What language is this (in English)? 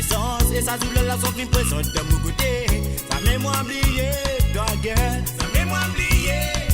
Morisyen